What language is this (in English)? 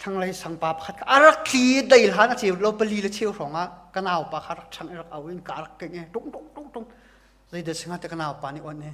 Hakha Chin